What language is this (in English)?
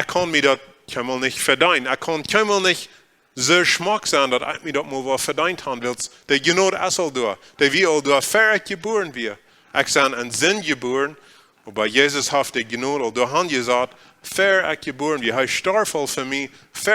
Plautdietsch